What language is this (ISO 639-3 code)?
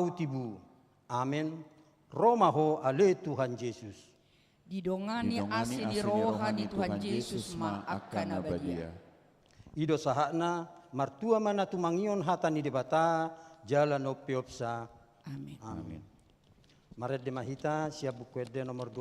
bbc